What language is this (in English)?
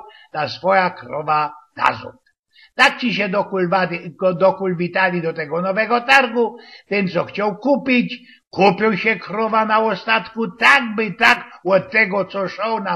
Silesian